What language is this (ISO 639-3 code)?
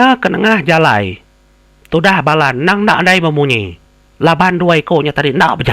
iba